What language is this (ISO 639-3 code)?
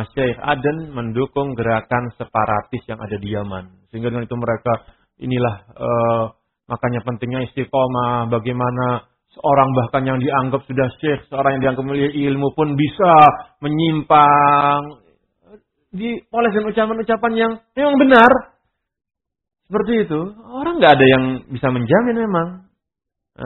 ind